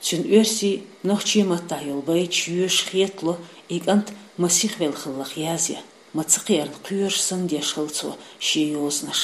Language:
Chechen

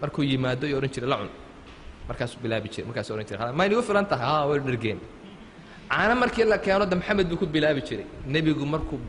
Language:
Somali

